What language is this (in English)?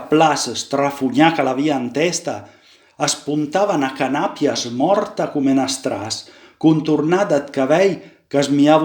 Piedmontese